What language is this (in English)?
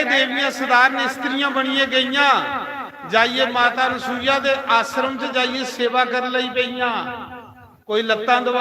Dogri